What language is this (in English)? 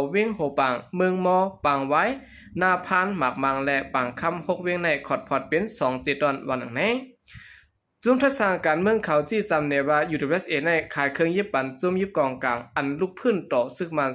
Shan